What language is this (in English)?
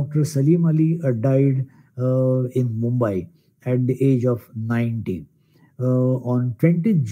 Marathi